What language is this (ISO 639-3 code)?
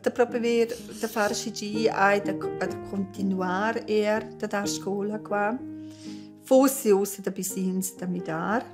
roh